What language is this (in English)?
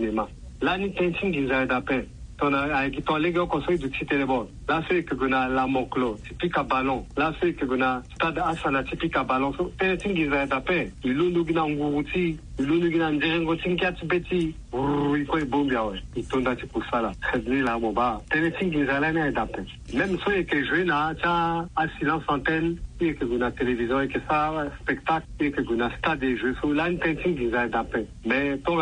Sango